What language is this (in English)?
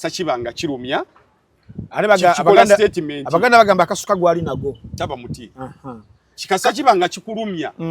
Ganda